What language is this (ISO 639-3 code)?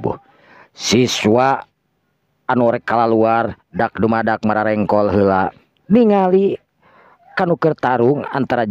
sun